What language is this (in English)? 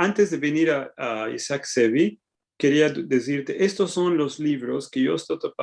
Ladino